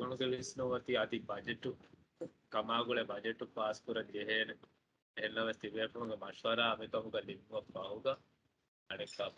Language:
Divehi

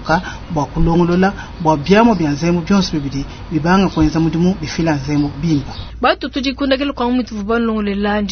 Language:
Luba-Lulua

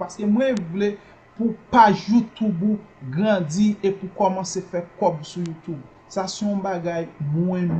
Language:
Haitian Creole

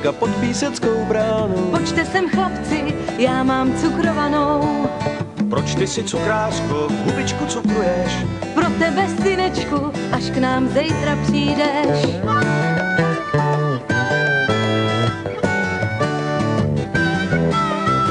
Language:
Czech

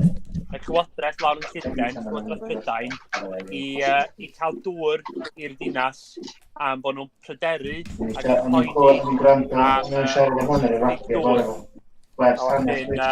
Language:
Welsh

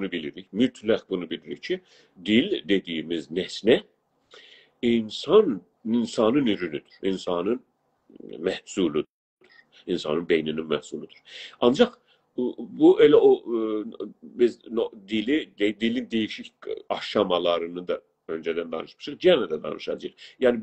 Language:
South Azerbaijani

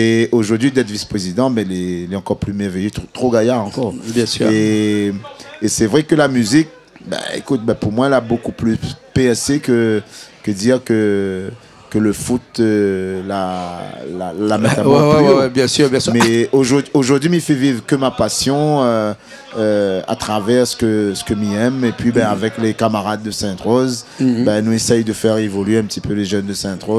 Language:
Réunion Creole French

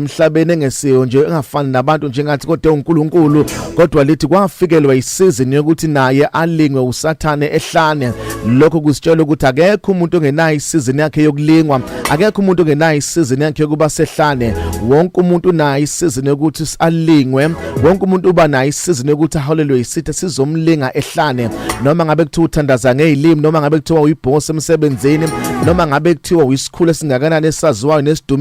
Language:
Zulu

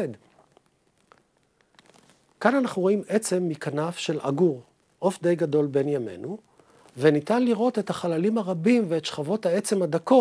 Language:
Hebrew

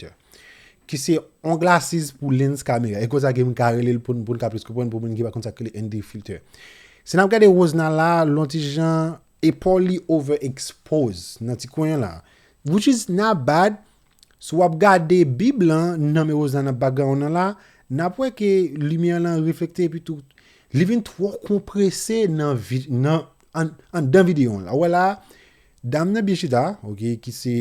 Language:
Haitian Creole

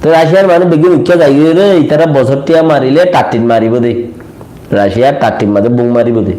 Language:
Rohingya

